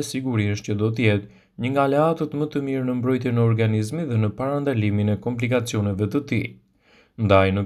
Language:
Albanian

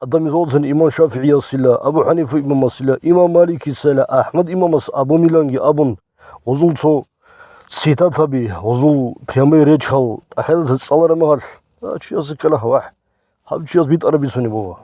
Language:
Avaric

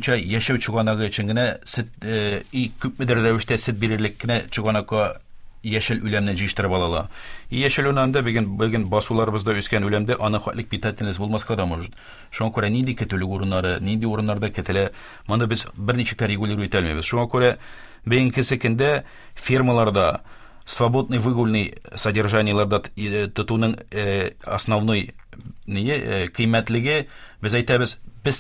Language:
Tatar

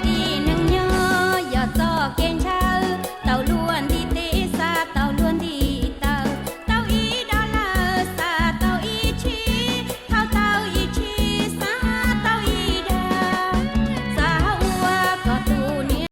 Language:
Hmong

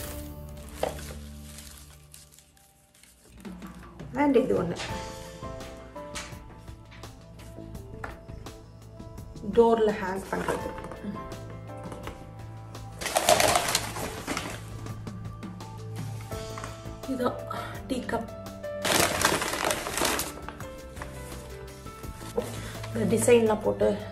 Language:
Tamil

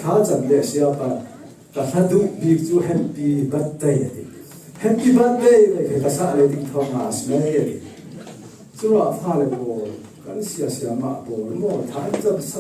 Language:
Falam Chin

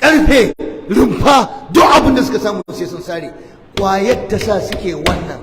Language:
Hausa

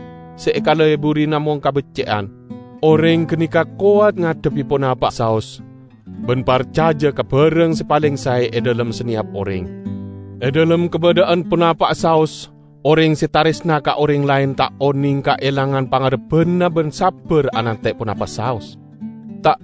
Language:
Madurese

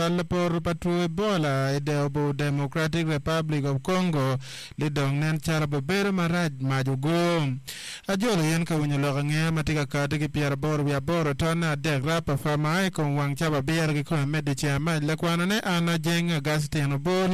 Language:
Acoli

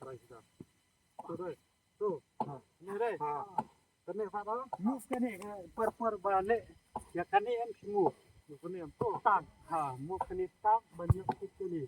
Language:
Khasi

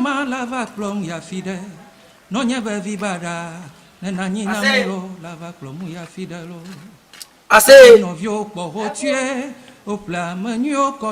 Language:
Ewe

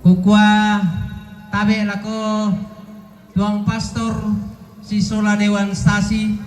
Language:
Toraja-Sa'dan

